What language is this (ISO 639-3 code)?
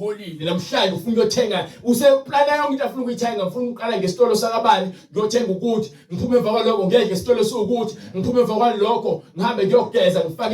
zul